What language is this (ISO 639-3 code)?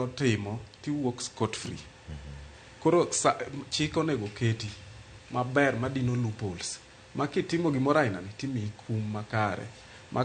luo